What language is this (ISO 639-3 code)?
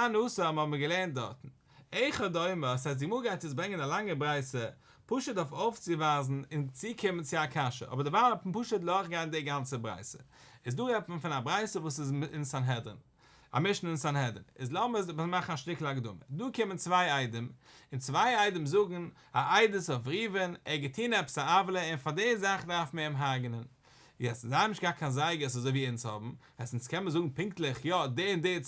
yid